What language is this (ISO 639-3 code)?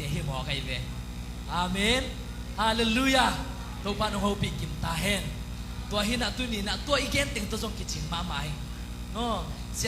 ctd